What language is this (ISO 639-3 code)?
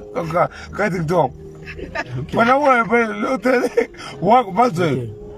tso